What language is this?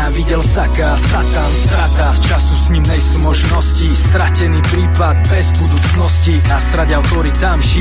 Slovak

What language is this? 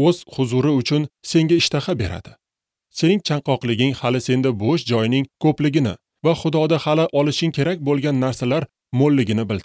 Uzbek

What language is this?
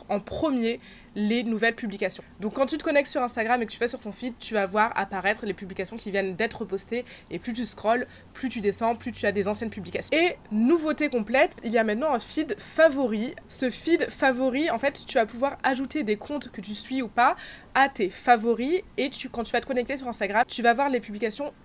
French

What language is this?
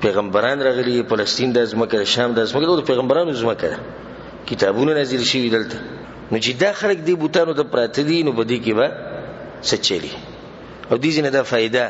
Pashto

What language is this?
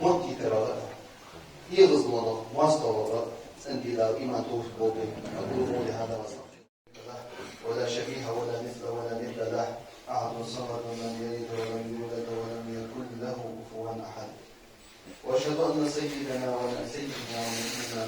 Ingush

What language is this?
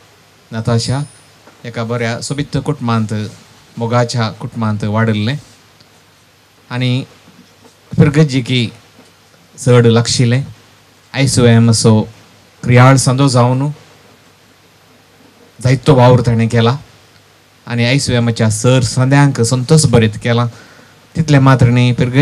Konkani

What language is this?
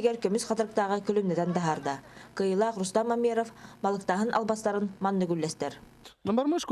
Yakut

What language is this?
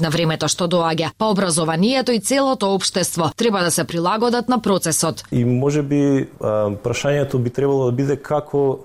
Macedonian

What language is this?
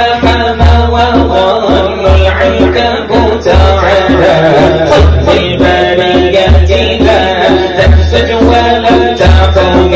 Arabic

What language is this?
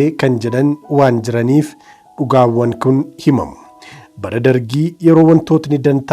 Oromo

